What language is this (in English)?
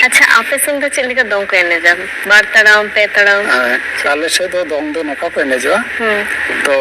Santali